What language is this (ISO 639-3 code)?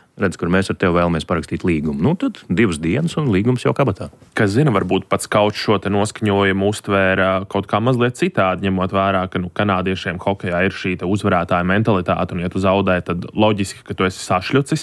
lav